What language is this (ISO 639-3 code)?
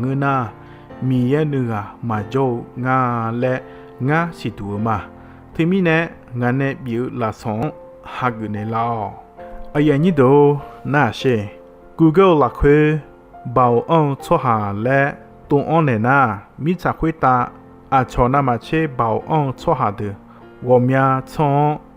ahk